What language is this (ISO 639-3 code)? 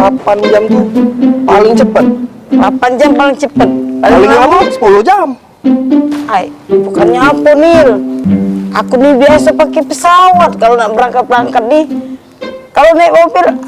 mui